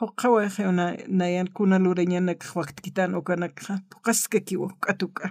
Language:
Aymara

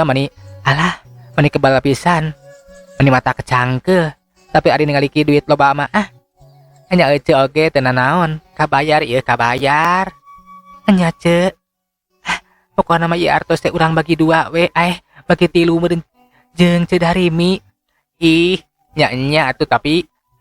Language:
Sundanese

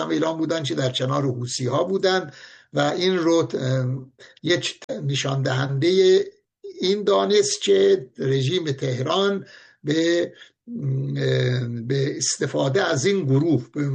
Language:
Persian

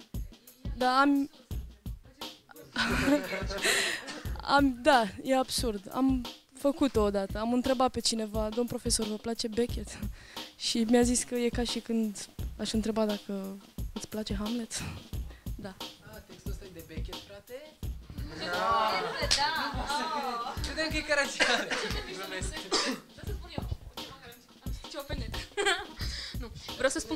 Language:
Romanian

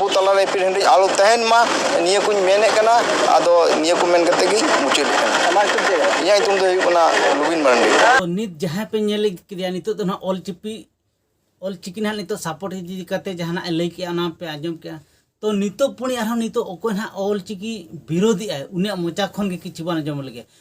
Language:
Santali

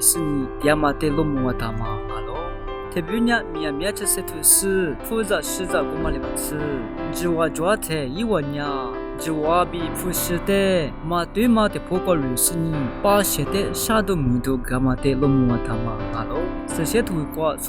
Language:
Lisu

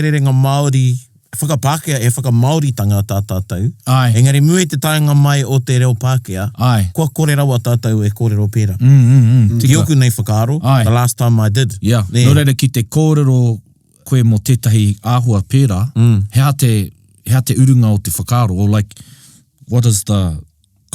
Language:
Māori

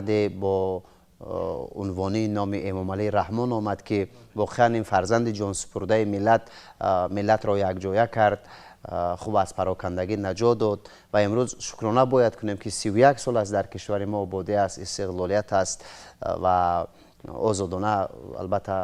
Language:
Tajik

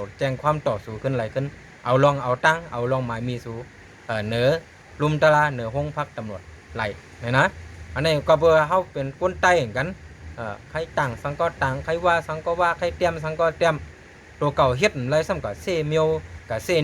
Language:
Shan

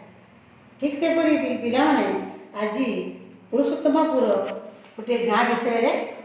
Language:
Odia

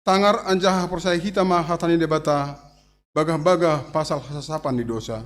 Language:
Batak Simalungun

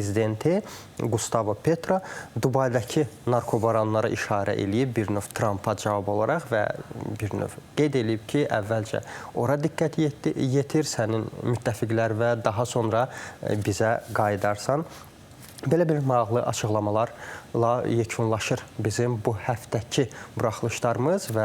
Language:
Azerbaijani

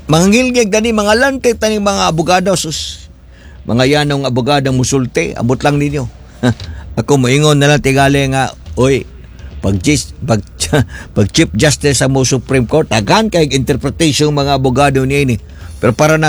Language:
Cebuano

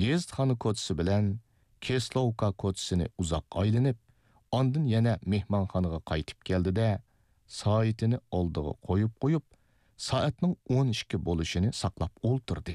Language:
Uyghur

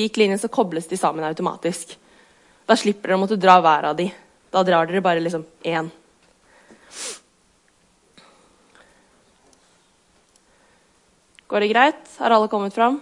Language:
Norwegian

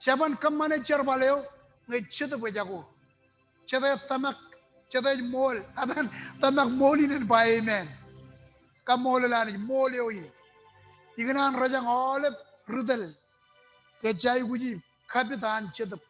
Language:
Marshallese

